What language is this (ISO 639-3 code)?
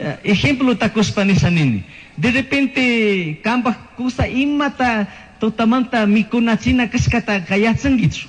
qug